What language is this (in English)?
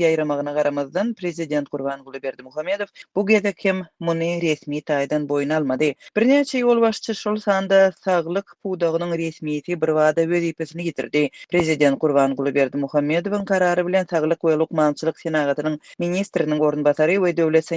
Turkmen